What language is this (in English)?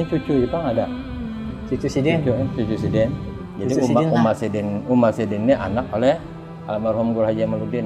Banjar